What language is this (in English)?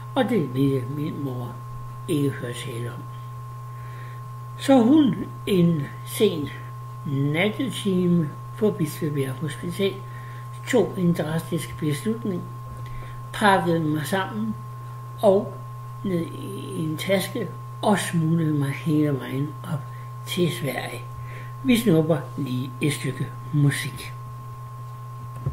Danish